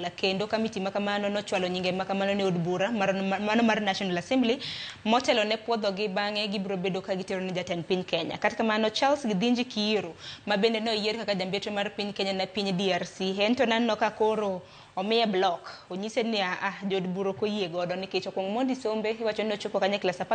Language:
Luo (Kenya and Tanzania)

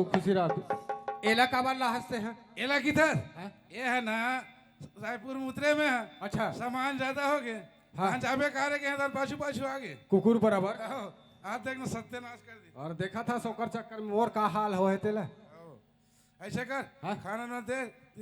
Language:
Chhattisgarhi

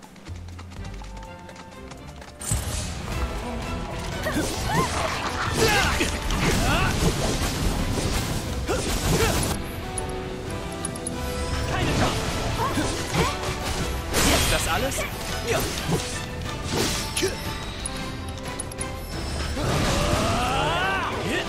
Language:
German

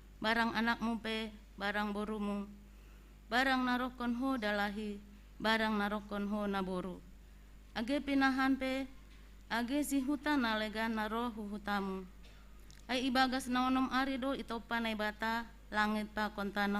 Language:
Batak Simalungun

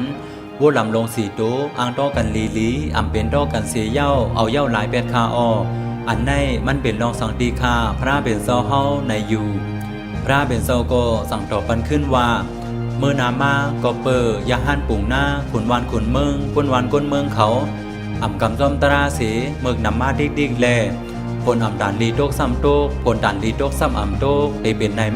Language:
Shan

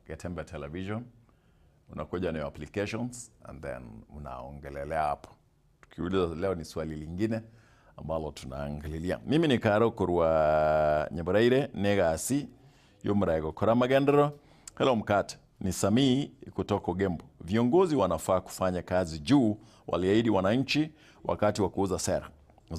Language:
Gusii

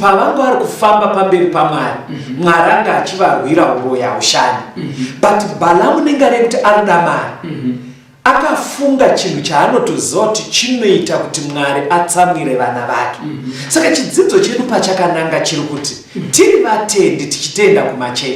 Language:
Shona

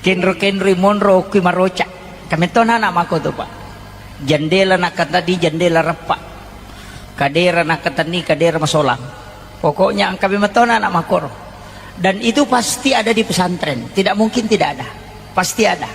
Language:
Buginese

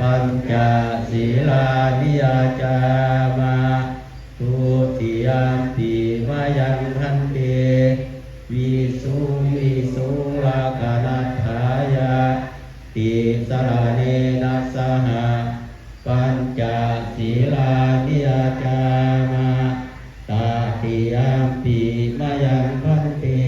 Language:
Pali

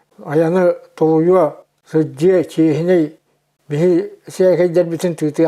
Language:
Yakut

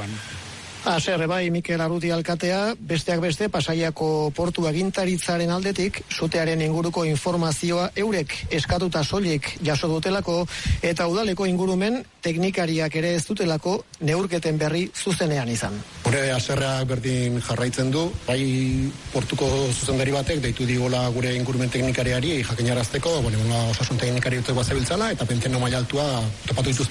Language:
Basque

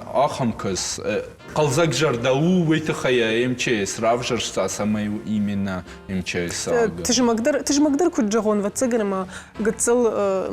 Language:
Ossetic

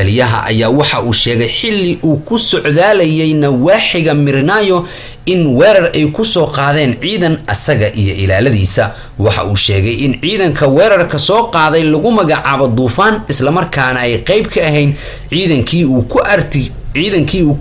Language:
Somali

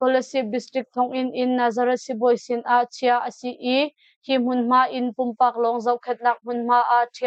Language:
Hakha Chin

